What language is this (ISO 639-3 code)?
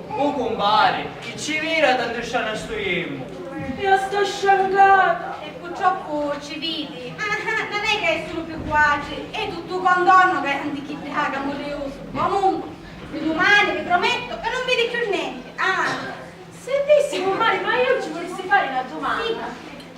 scn